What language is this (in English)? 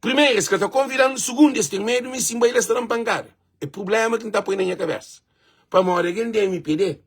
Kabuverdianu